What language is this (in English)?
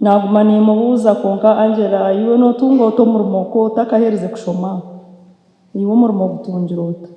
Nyankole